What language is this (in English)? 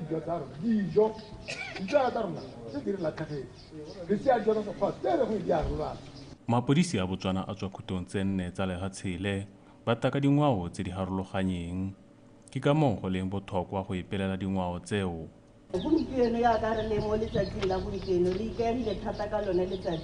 Tswana